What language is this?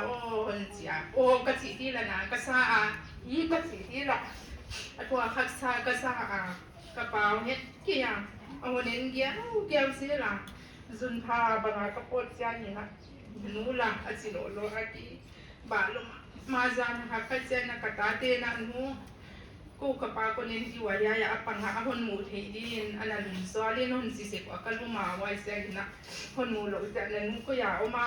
Paite Chin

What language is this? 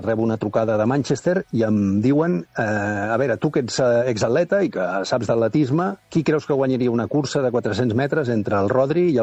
Catalan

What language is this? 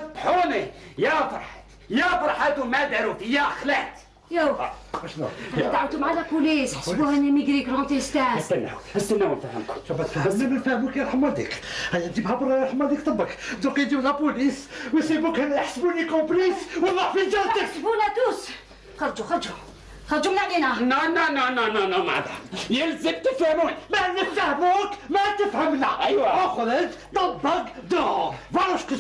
Algerian Arabic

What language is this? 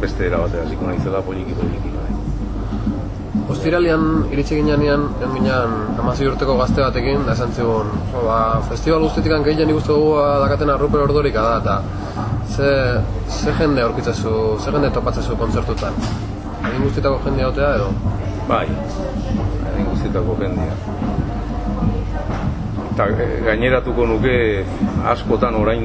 Basque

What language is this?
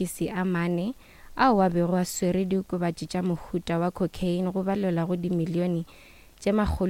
Northern Sotho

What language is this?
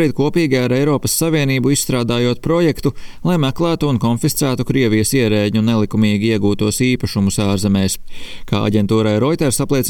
Latvian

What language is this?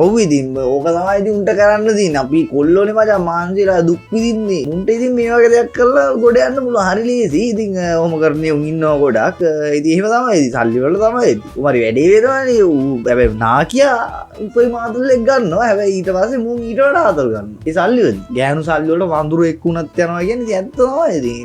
Sinhala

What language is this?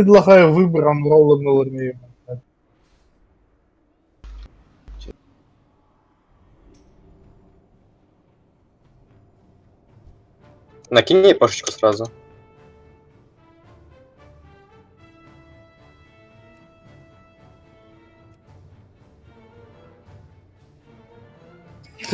Russian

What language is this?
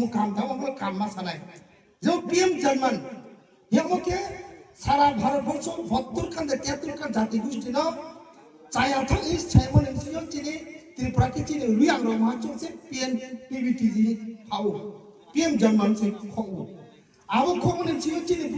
Kok Borok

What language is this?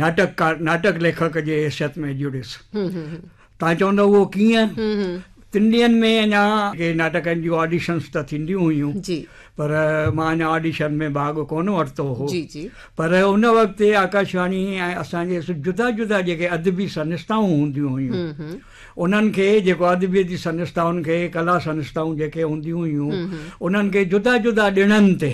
Sindhi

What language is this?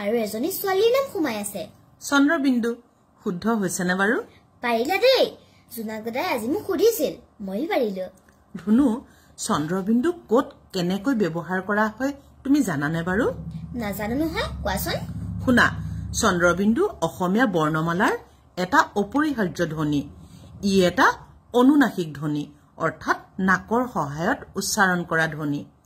Assamese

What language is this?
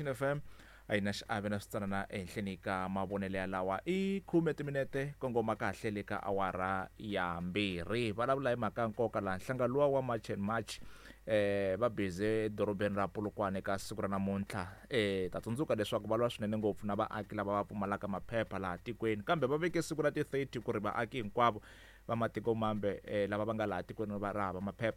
Tsonga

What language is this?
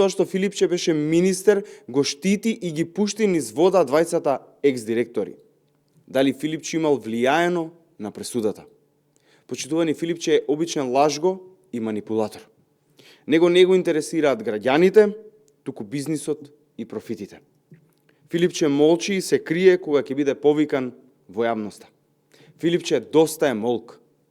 Macedonian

